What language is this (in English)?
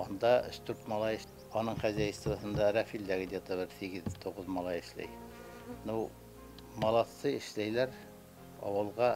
Bashkir